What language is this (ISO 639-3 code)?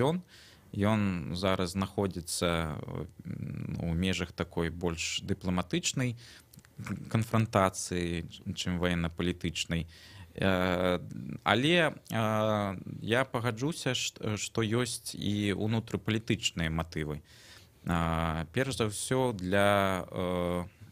bel